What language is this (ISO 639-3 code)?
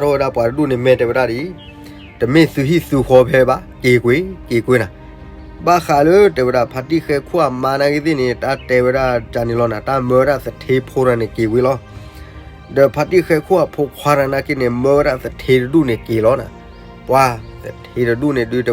ksw